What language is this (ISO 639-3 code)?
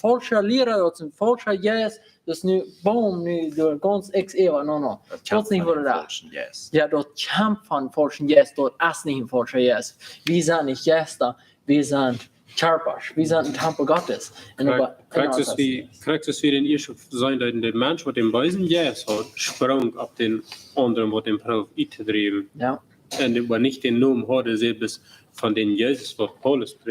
pdt